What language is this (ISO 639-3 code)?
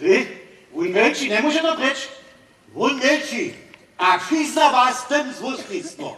hsb